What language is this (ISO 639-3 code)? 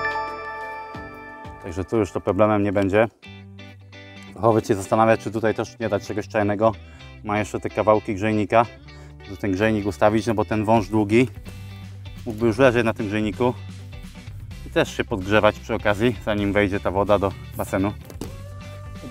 pol